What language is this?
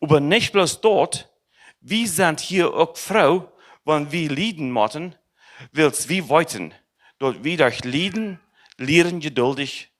Plautdietsch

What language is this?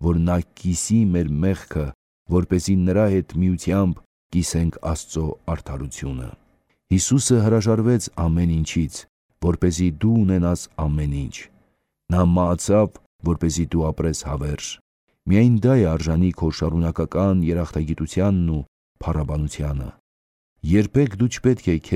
Armenian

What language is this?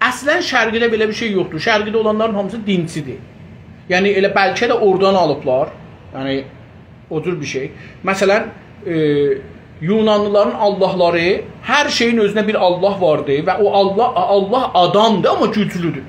South Azerbaijani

